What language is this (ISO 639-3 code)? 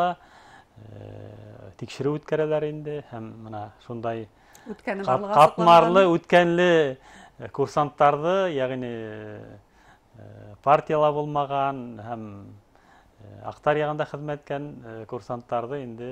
bak